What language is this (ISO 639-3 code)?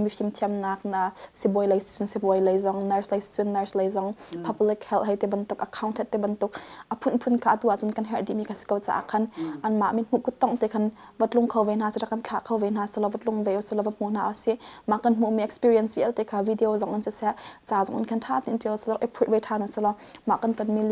cnh